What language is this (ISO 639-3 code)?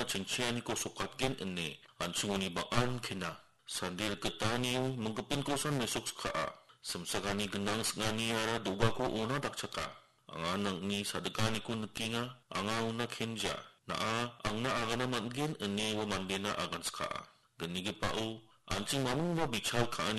grt